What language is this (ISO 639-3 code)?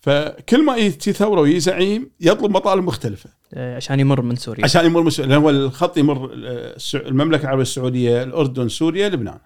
afb